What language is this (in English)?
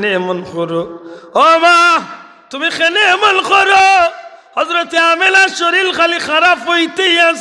Sylheti